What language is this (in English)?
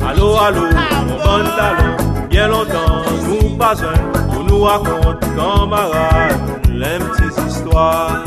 Seselwa Creole French